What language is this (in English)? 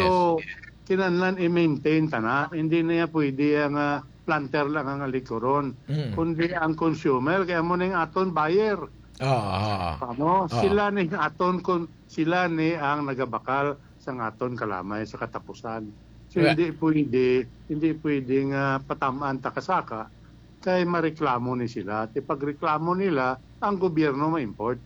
Hiligaynon